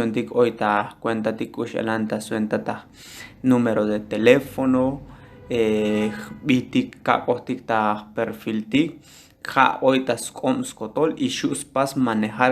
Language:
Tzotzil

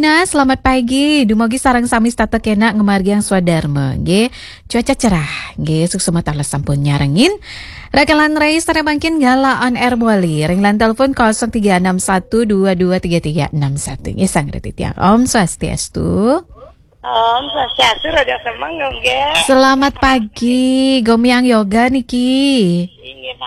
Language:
Balinese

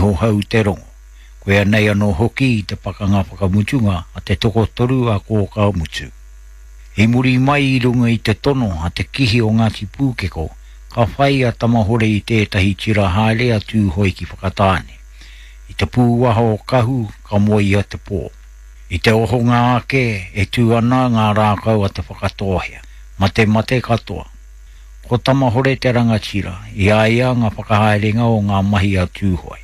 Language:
Māori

